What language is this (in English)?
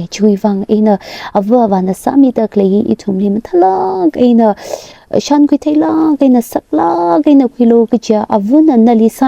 Tangkhul Naga (India)